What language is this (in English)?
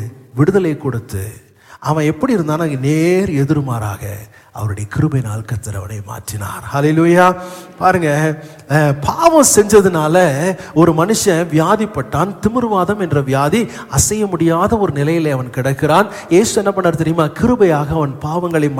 Tamil